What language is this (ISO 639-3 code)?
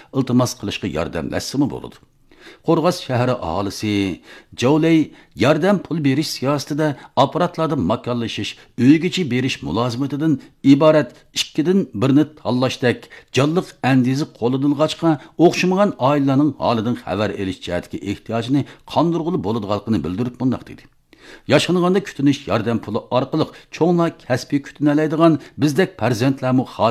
uig